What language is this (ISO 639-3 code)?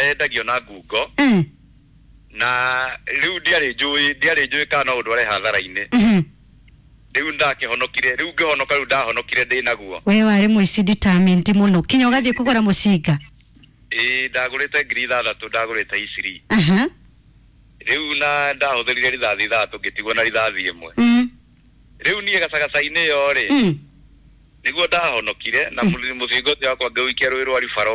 kik